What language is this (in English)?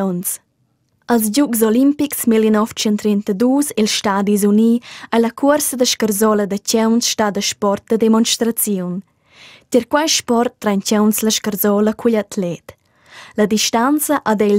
Romansh